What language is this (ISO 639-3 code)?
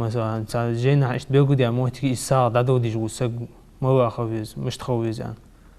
inh